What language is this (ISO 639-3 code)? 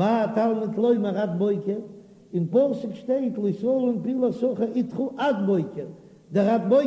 yid